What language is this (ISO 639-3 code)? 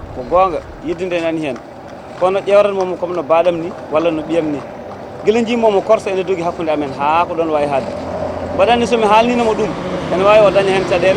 ful